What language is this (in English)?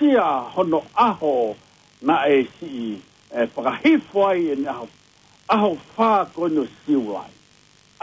Tongan